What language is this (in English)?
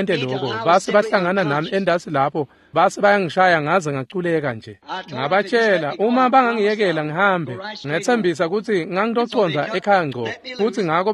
Swati